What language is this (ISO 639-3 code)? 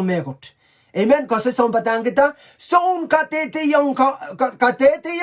pon